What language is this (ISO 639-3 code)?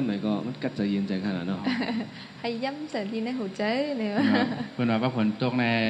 shn